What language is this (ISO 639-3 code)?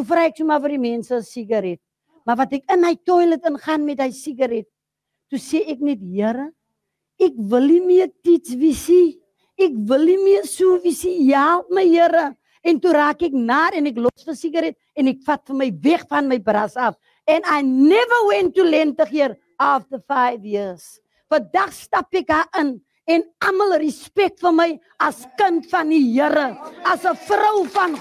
afr